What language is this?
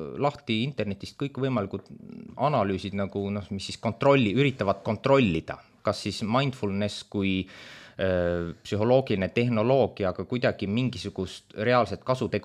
Estonian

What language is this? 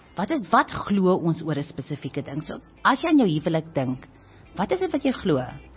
Afrikaans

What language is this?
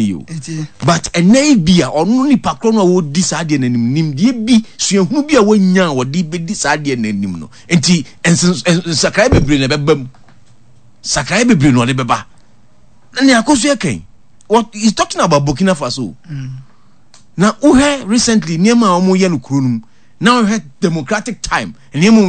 Akan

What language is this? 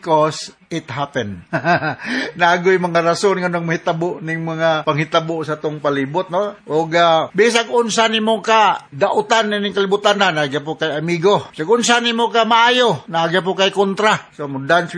Cebuano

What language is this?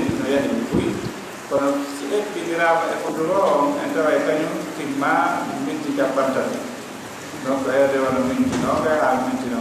Fula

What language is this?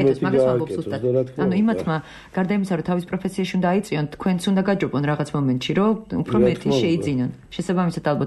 Georgian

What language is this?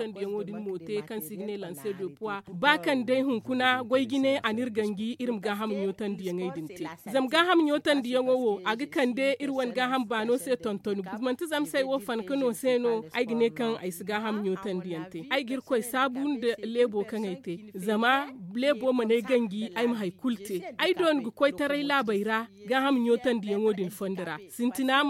Zarma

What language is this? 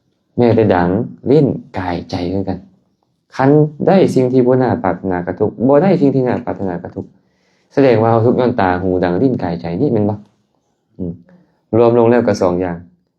Lao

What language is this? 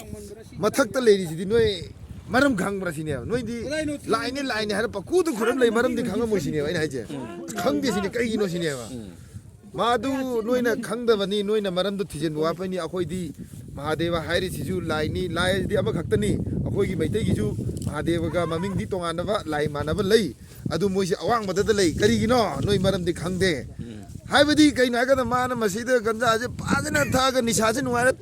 Manipuri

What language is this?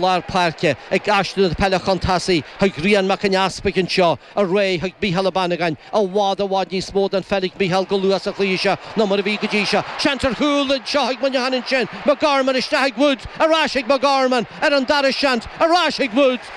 Irish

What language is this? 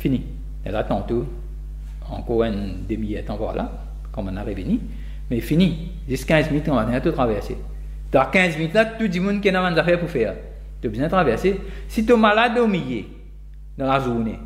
Morisyen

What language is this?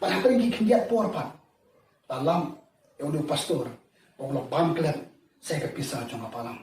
Khasi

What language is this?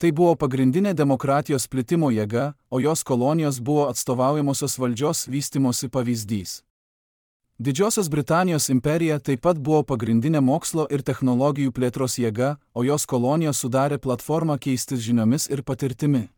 Lithuanian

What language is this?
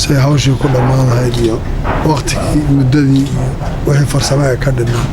Somali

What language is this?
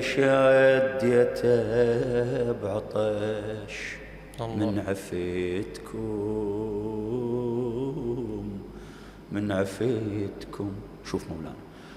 Mesopotamian Arabic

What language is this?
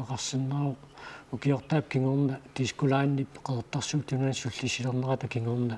Kalaallisut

